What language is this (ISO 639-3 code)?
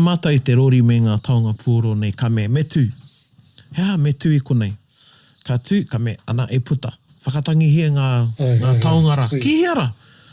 mri